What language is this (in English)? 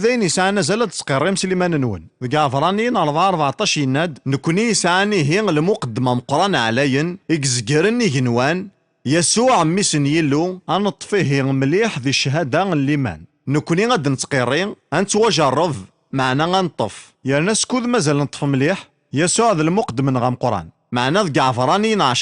Kabyle